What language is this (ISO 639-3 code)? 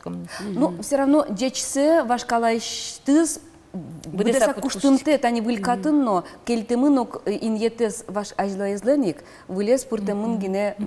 udm